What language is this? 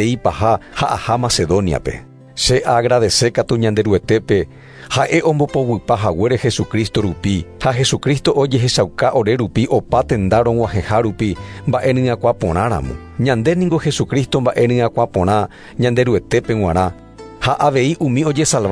Guarani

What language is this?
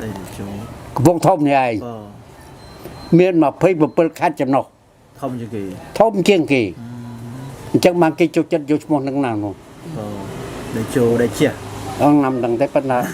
Khmer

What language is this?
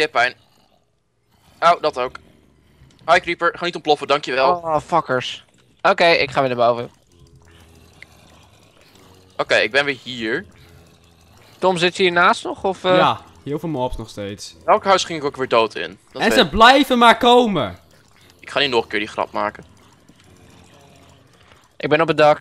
Dutch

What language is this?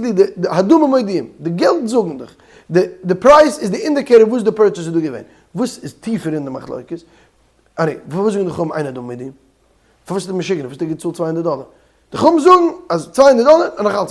Yiddish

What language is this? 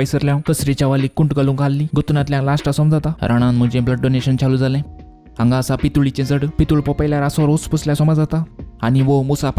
Konkani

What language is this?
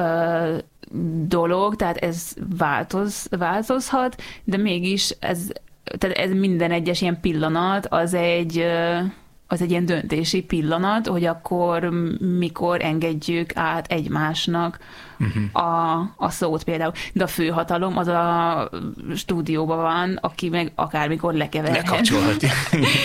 Hungarian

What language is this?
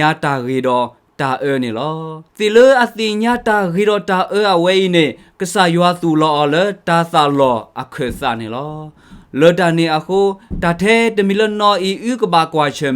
S'gaw Karen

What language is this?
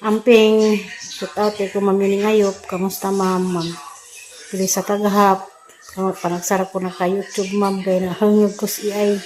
Cebuano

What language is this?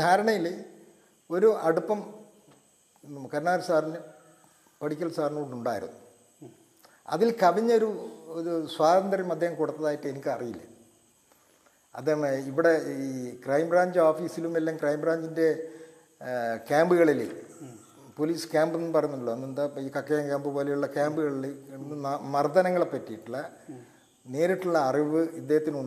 Malayalam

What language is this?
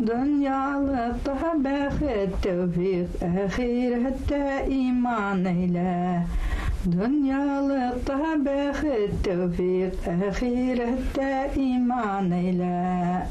Bashkir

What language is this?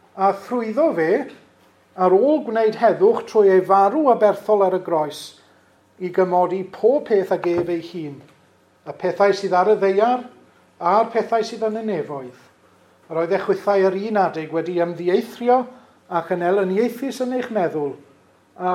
Welsh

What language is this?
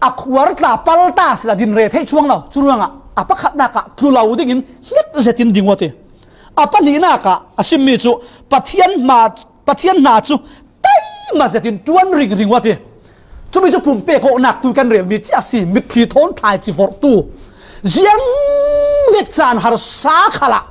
Falam Chin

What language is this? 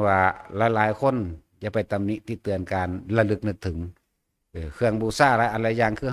Northeastern Thai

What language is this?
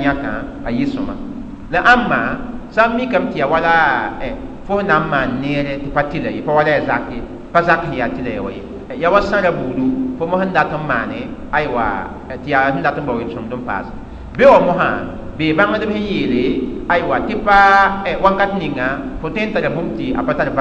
Mossi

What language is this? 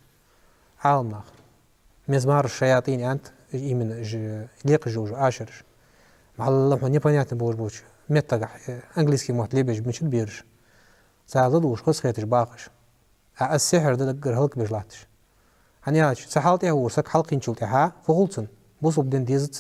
Ingush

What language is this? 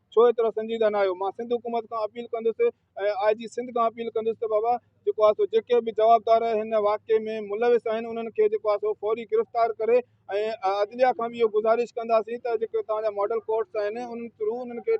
Sindhi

